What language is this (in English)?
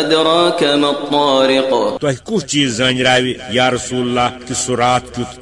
Kashmiri